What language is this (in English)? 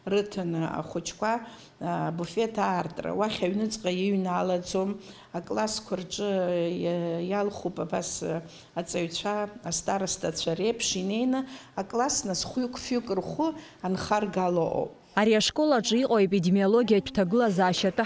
Abkhazian